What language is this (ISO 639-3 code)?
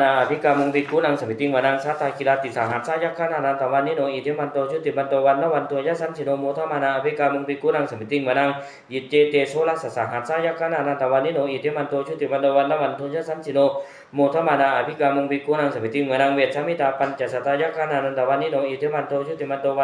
pli